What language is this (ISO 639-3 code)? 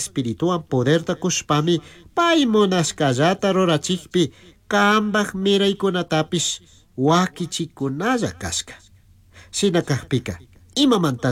qug